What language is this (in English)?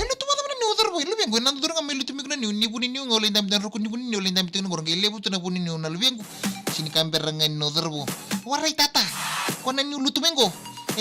Fijian